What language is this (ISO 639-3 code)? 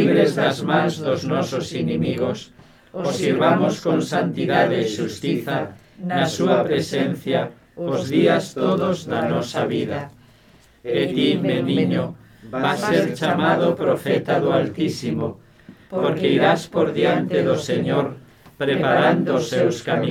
glg